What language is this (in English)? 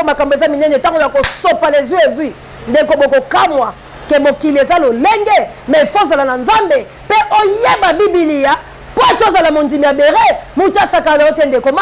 Lingala